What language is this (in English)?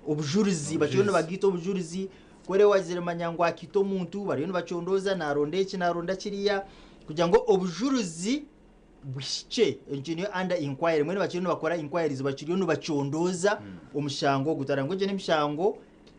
Nyankole